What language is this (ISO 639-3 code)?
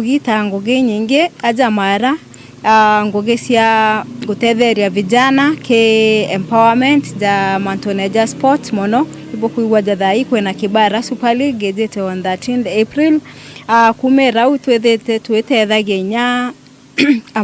mer